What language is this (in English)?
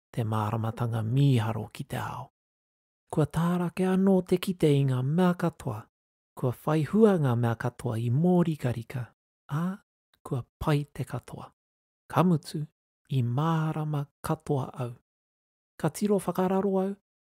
Māori